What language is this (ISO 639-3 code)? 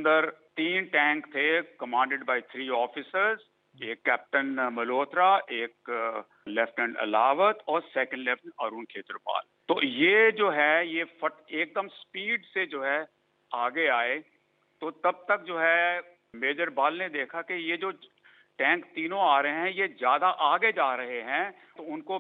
hin